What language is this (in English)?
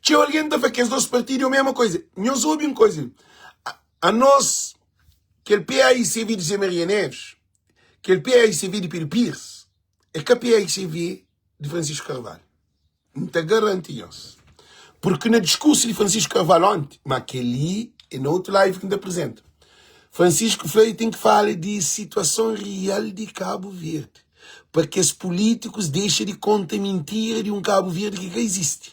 Kabuverdianu